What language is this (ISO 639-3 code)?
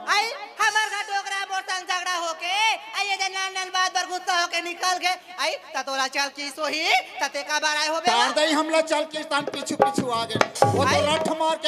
hne